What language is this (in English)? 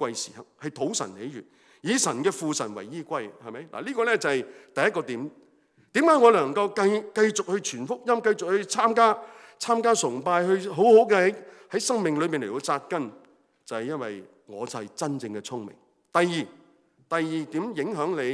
Cantonese